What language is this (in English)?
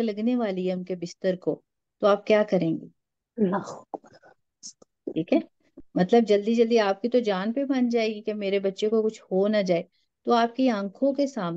Urdu